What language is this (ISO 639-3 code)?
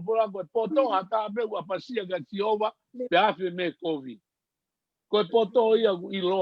ton